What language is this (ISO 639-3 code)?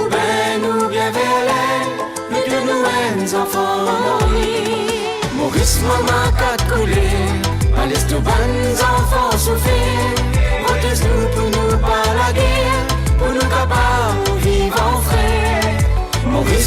mfe